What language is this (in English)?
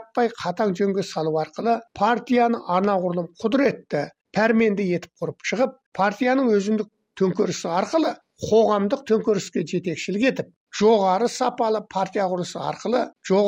Kazakh